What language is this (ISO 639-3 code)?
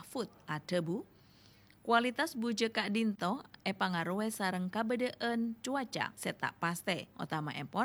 mad